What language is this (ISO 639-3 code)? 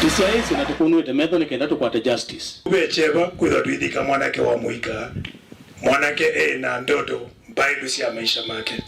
kam